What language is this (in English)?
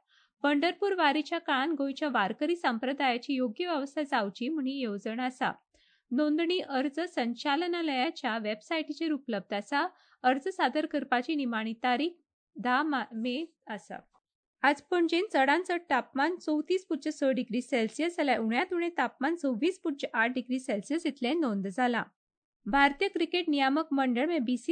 Konkani